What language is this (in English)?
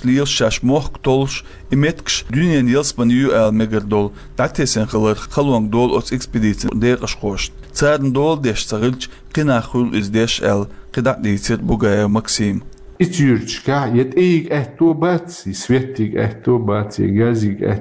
Chechen